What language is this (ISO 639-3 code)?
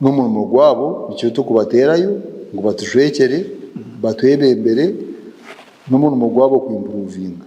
nyn